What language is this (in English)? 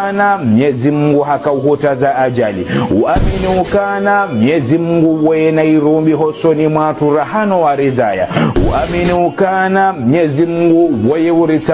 Ngazidja Comorian